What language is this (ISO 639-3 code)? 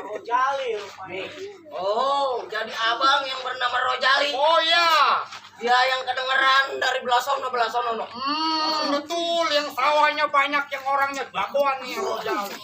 bew